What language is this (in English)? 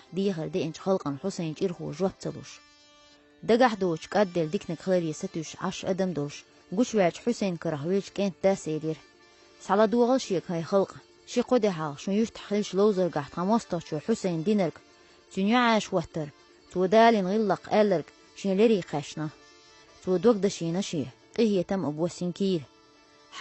Chechen